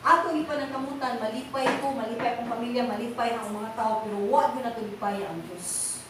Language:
Cebuano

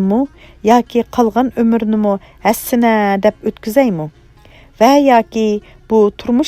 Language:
Uyghur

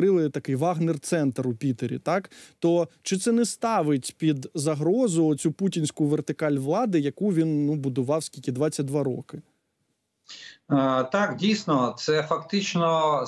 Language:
Ukrainian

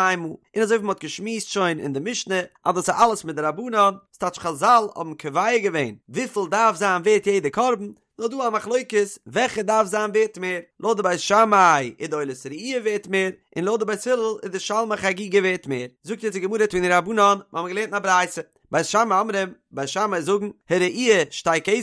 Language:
Yiddish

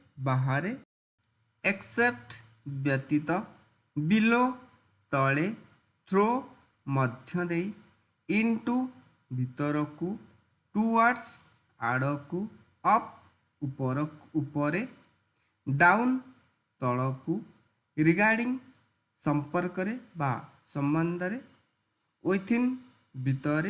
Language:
Odia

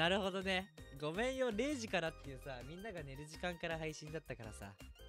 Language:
Japanese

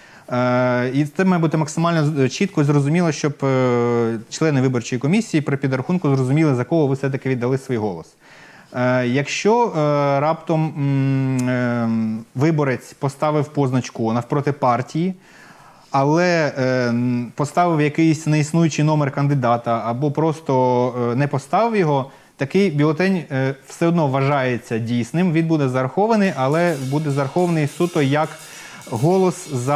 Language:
Ukrainian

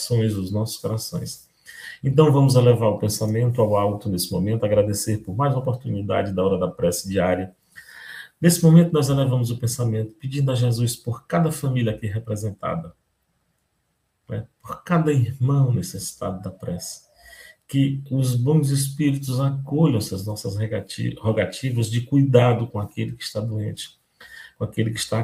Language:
Portuguese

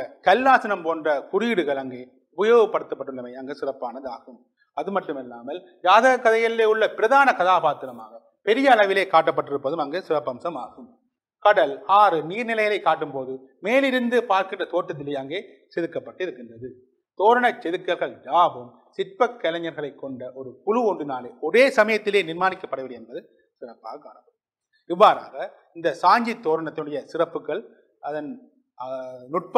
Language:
Tamil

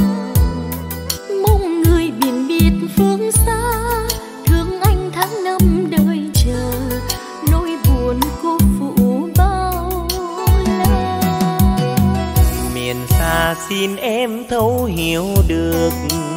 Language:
Vietnamese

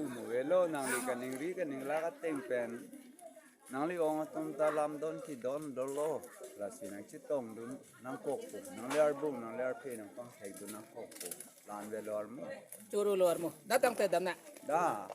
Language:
Karbi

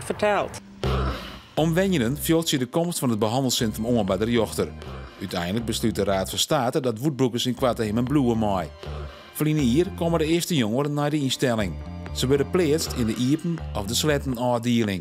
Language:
Western Frisian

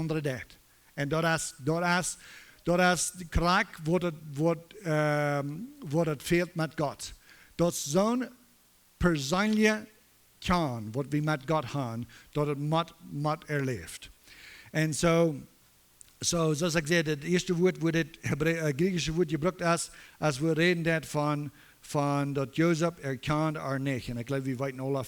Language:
Plautdietsch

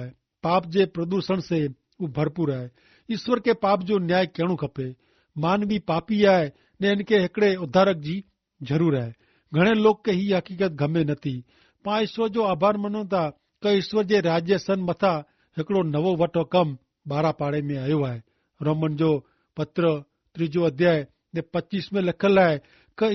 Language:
Kachhi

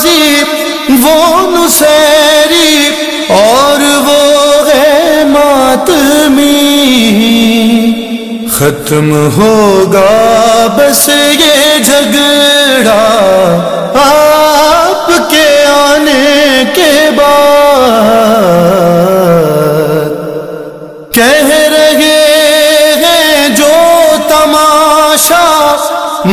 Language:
Urdu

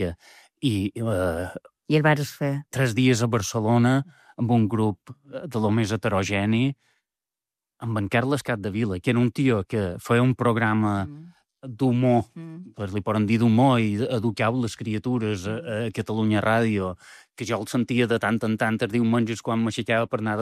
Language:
Catalan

